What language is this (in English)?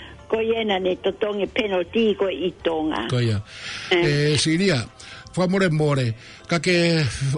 Tongan